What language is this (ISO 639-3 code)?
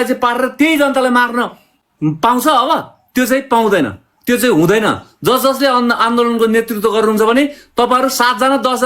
nep